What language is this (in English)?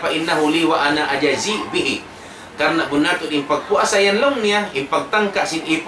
Tausug